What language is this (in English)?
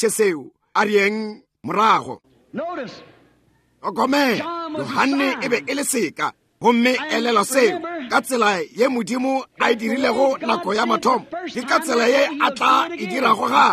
Northern Sotho